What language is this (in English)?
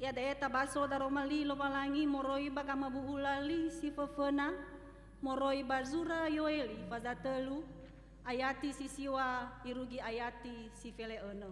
Nias